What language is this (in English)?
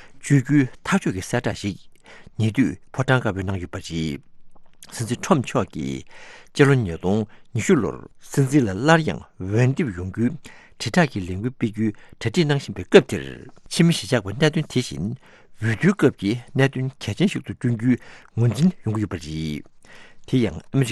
Tibetan